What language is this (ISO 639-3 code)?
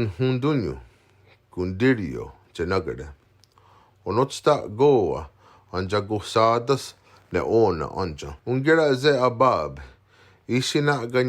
moh